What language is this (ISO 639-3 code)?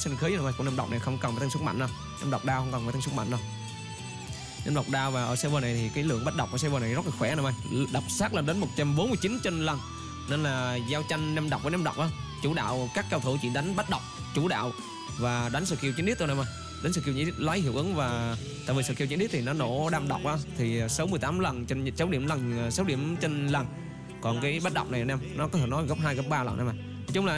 vie